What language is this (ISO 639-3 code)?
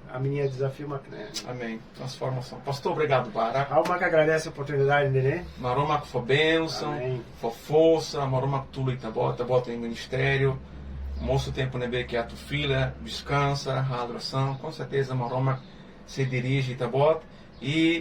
tet